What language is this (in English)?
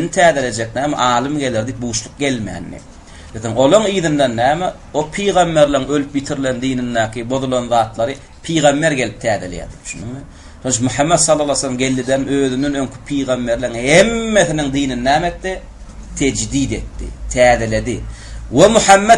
Turkmen